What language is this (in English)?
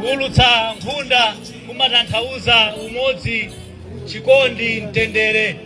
Nyanja